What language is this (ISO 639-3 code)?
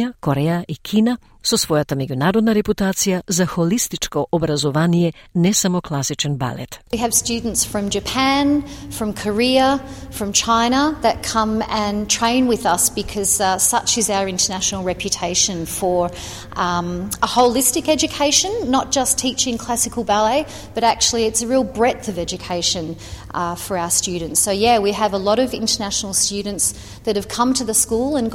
mkd